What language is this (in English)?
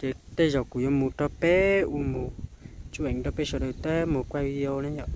Hmong